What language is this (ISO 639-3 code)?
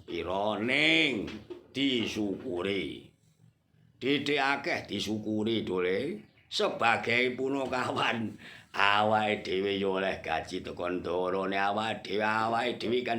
jav